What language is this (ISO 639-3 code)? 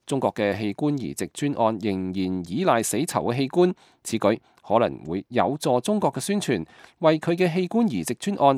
yue